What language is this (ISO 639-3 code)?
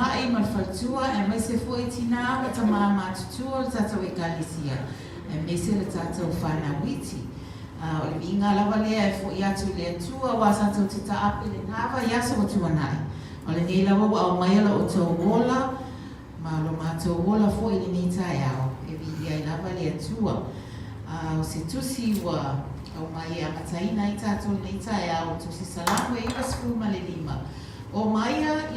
smo